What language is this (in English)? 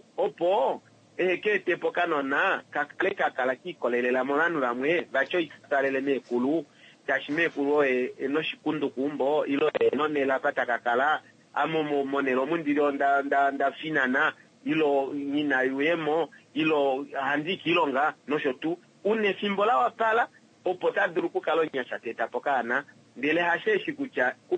Kuanyama